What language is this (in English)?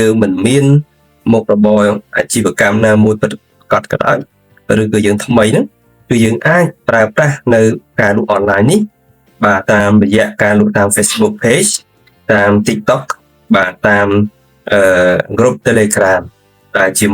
Khmer